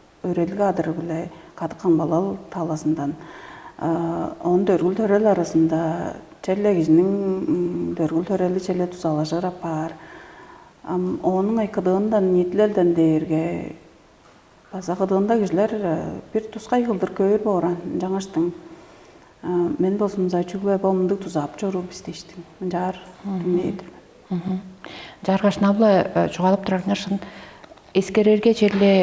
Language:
Tuvinian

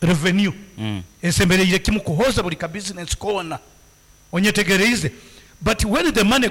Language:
Nyankole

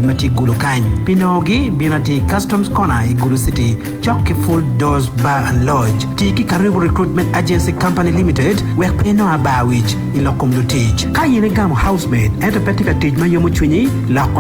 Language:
Acoli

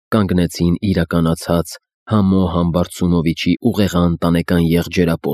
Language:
Armenian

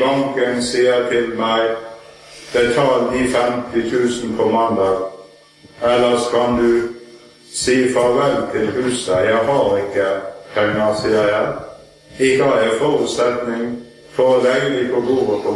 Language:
Norwegian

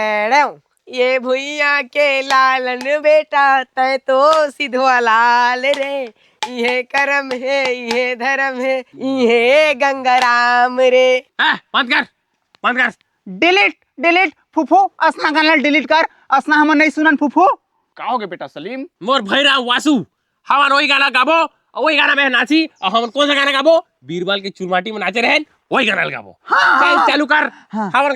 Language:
Chhattisgarhi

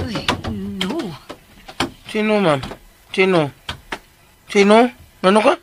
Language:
Cebuano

